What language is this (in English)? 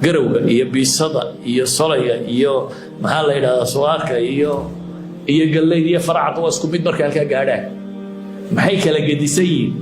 Somali